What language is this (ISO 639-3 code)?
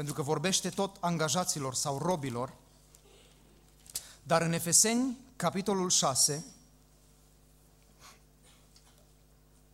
ron